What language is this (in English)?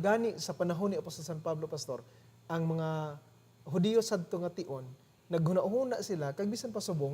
Hiligaynon